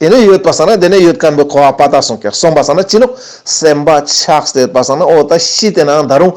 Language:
Ladakhi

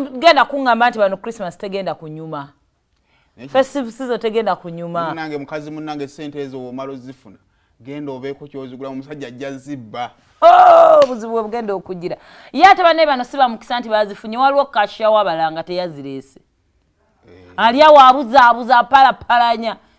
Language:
Ganda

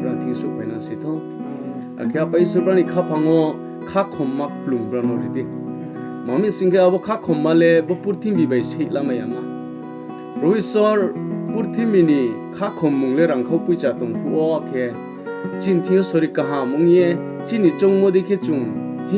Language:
Riang (India)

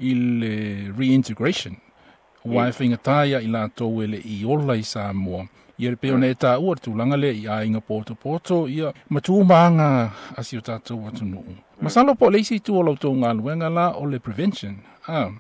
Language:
Samoan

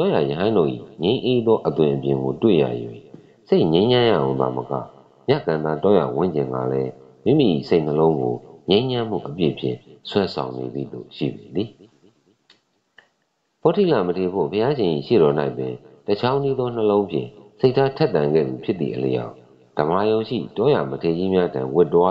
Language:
Burmese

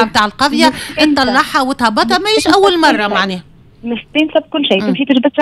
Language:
Tunisian Arabic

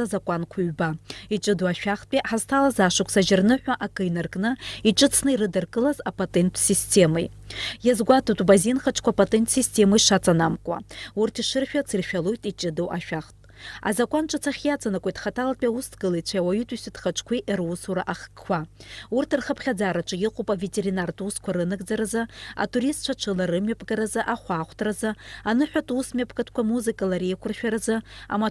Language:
Abkhazian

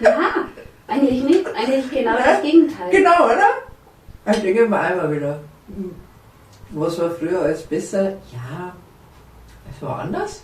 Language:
Bavarian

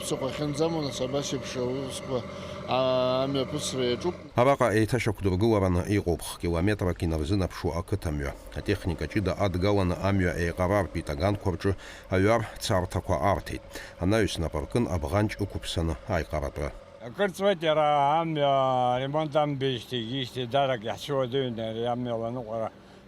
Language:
Abkhazian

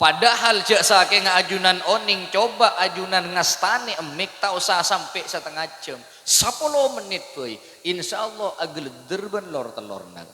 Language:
Madurese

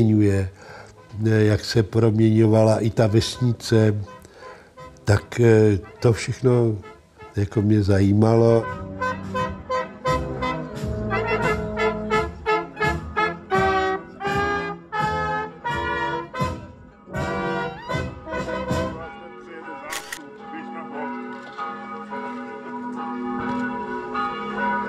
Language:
Czech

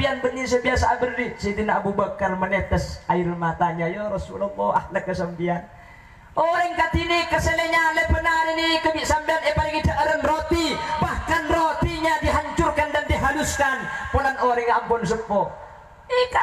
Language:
Madurese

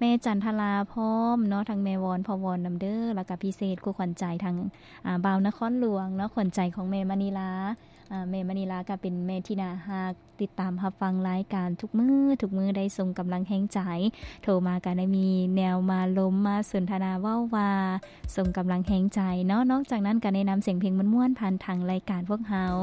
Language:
Lao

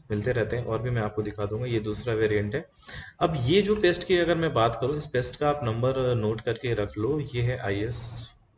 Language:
Hindi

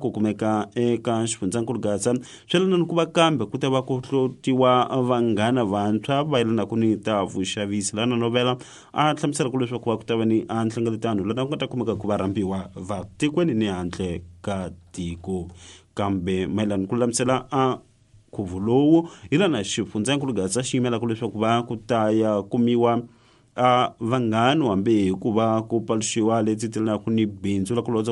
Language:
Tsonga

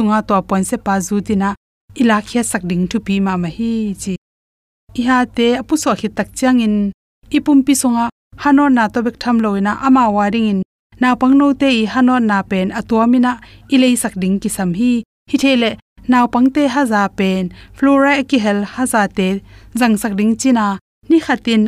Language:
Tedim Chin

